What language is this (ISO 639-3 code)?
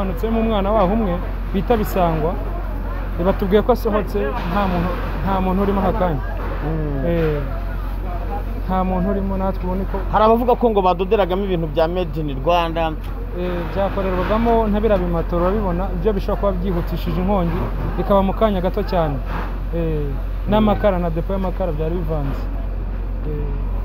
kin